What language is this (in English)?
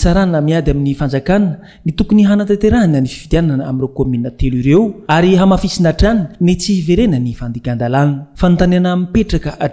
Malagasy